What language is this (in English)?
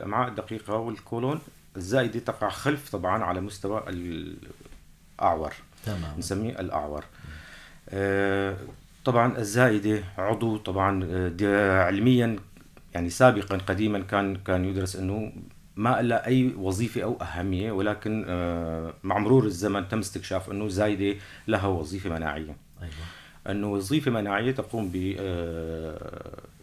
North Levantine Arabic